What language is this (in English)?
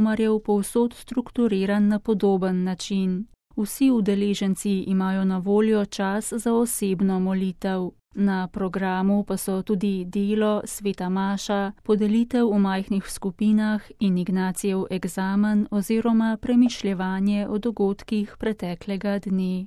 Slovenian